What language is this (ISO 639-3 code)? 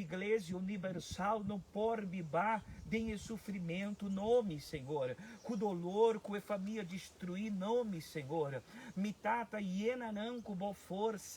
pap